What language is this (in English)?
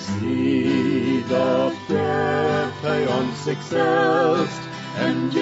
Plautdietsch